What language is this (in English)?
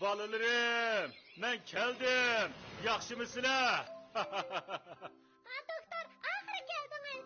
Uyghur